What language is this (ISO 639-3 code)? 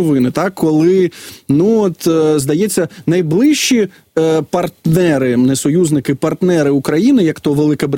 ukr